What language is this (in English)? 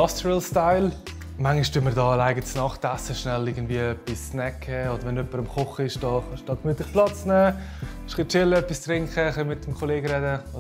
Swiss German